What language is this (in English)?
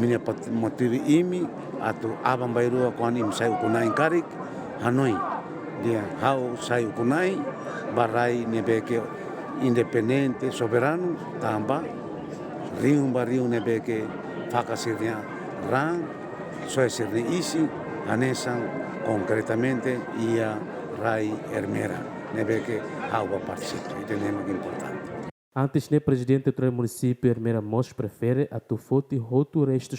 Tetum